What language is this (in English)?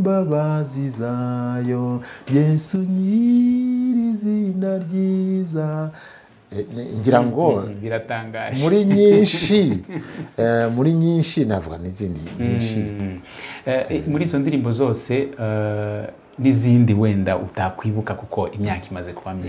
Kinyarwanda